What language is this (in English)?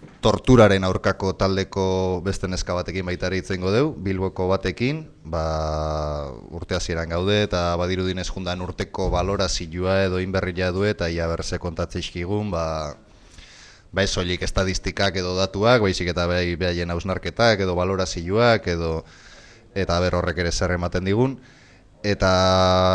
Basque